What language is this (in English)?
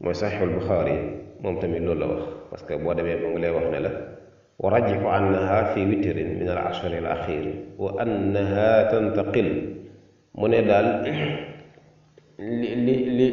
Wolof